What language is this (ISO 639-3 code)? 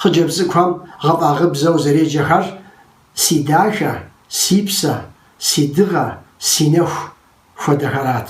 kbd